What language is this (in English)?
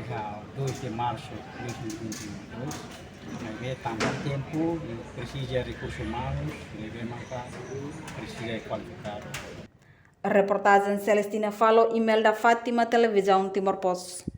Tetum